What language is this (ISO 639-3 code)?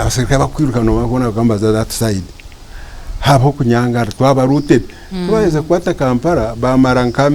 nyn